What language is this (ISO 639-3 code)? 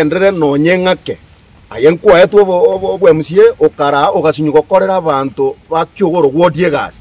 guz